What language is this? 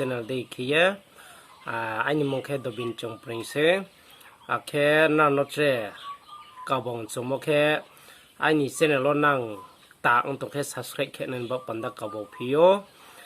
Riang (India)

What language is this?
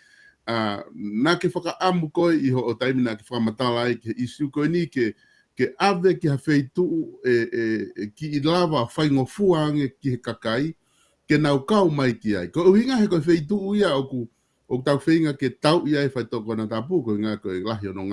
Tongan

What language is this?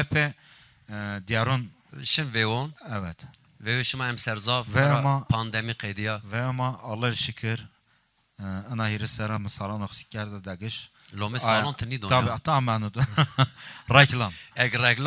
Zaza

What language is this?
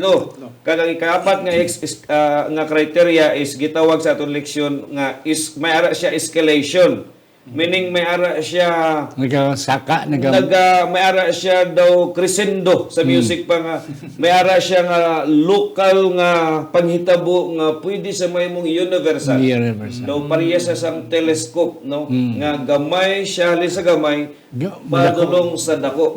Hiligaynon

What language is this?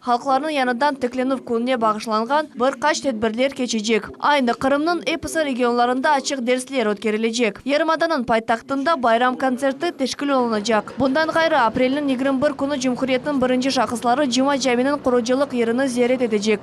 Crimean Tatar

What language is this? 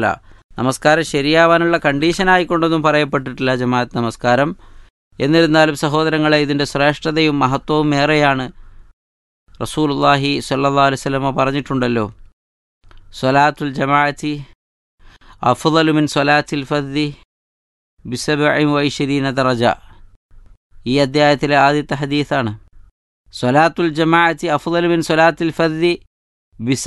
Malayalam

